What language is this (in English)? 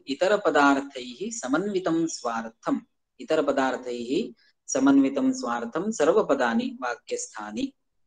Sanskrit